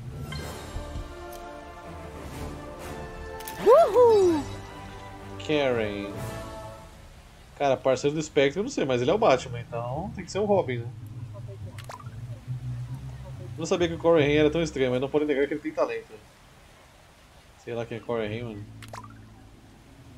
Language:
Portuguese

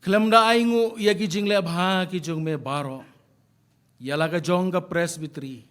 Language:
Khasi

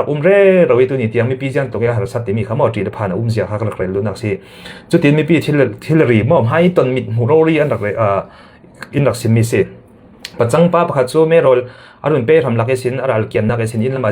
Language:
Falam Chin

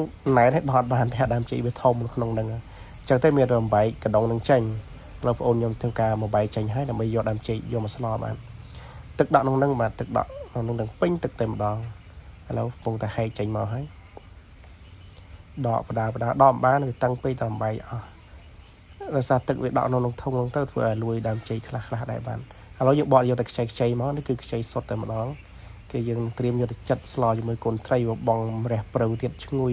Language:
Khmer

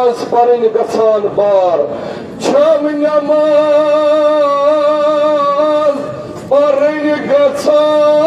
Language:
Kashmiri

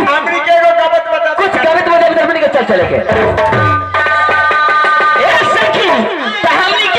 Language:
Bhojpuri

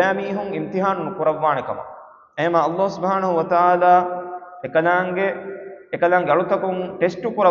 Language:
Divehi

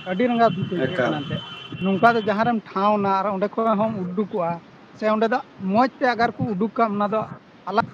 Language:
Santali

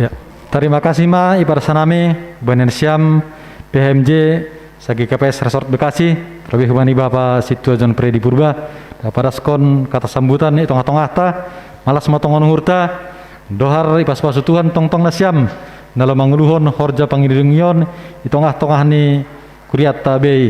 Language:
Batak Simalungun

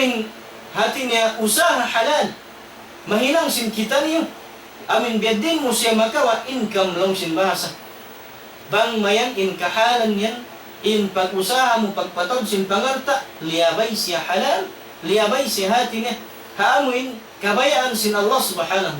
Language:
Tausug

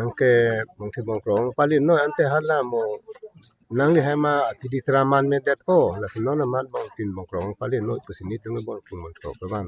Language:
Karbi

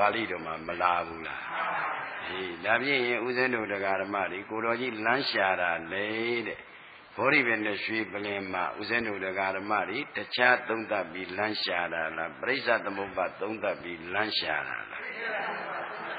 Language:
Burmese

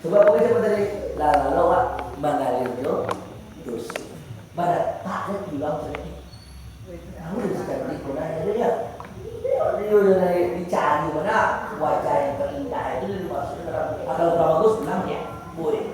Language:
Minangkabau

